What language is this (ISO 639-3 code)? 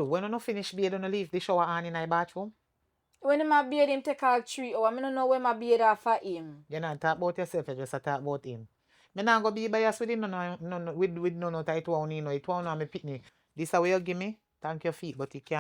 jam